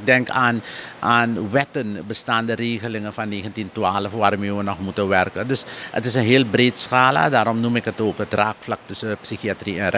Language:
Dutch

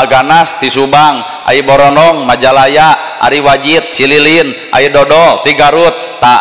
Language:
Sundanese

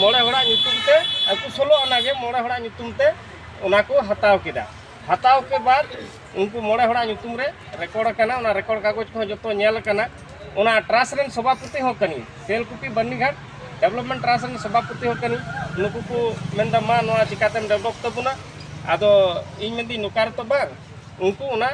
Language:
Santali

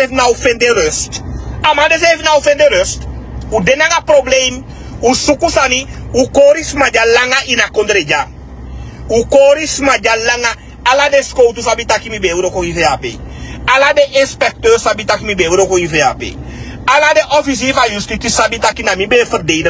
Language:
Sranan Tongo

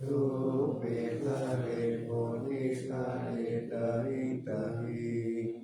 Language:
Pali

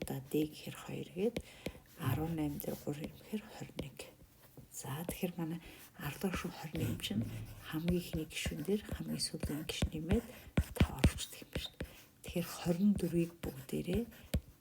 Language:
Mongolian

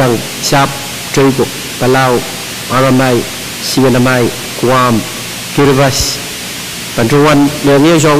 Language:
Pohnpeian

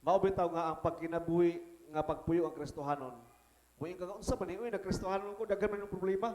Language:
Cebuano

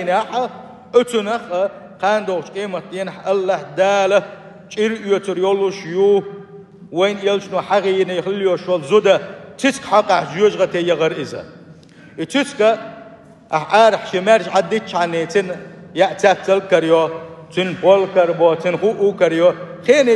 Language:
Chechen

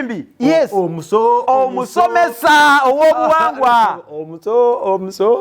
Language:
Ganda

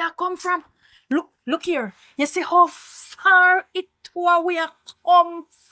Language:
Jamaican Creole English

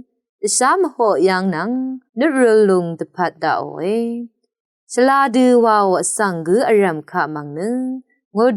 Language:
Rawang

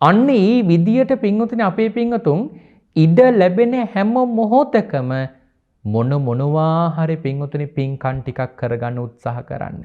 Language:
Sinhala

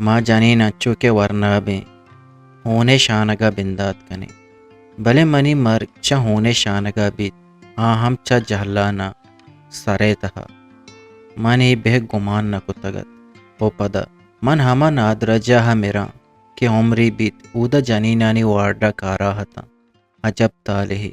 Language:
Eastern Balochi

